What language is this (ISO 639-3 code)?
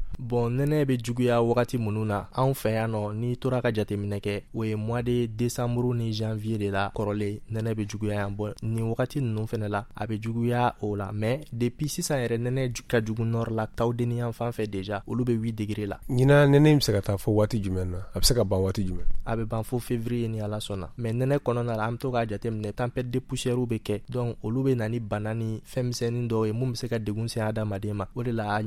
bam